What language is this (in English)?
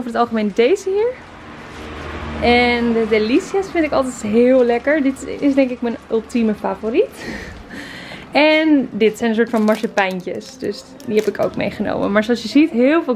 Dutch